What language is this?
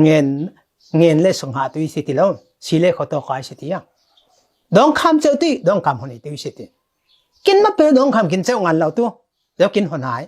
Falam Chin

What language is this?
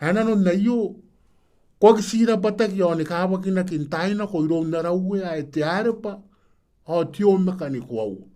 Gilbertese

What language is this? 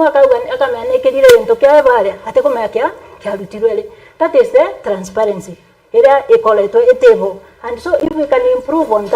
Meru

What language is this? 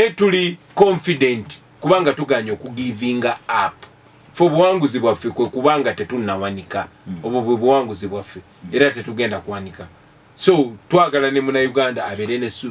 Ganda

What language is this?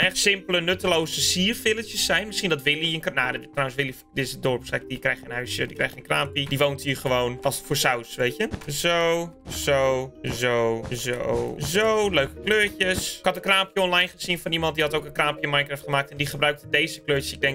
Dutch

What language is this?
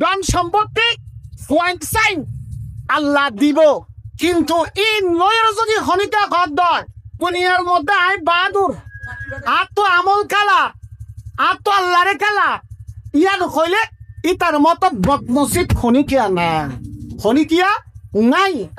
Rohingya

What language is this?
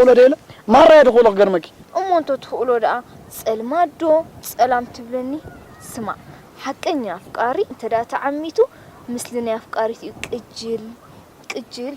Tigrinya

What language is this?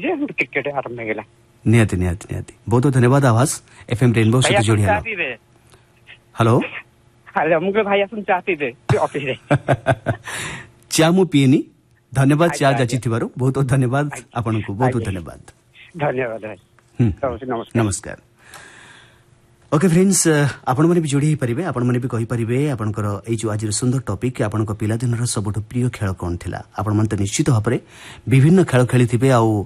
Odia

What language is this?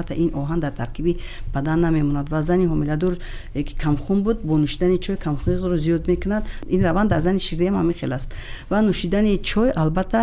Tajik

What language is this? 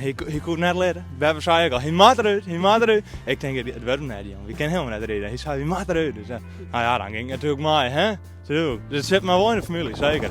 Western Frisian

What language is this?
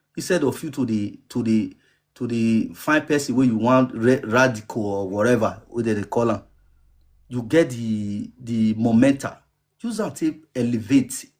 Nigerian Pidgin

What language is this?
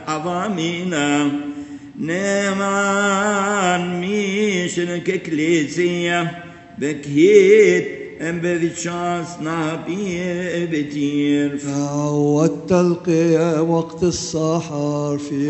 Arabic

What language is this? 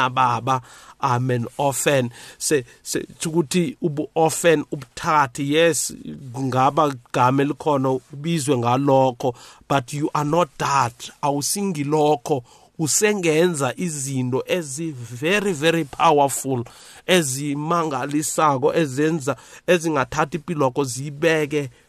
South Ndebele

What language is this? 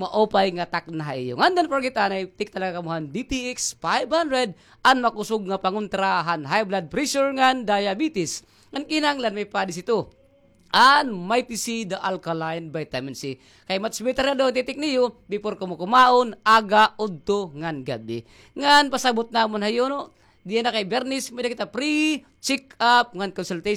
Waray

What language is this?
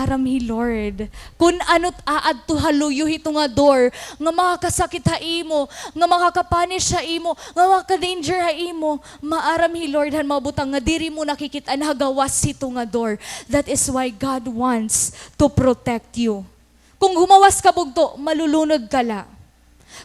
Waray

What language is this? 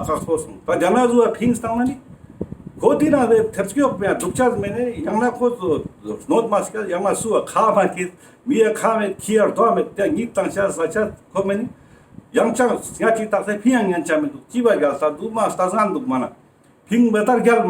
Ladakhi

